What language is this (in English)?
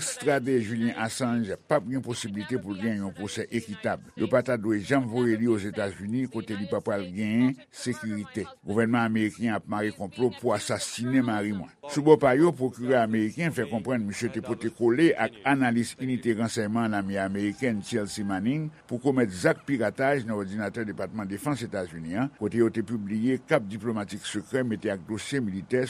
Haitian Creole